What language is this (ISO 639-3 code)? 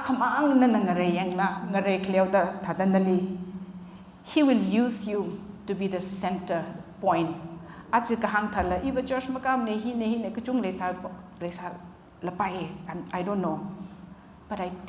nmf